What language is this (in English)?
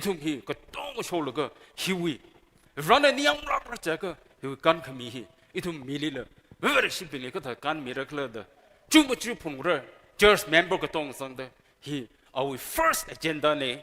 Tangkhul Naga (India)